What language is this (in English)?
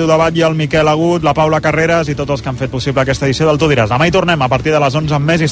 Catalan